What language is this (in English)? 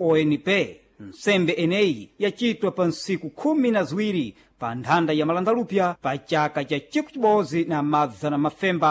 Sena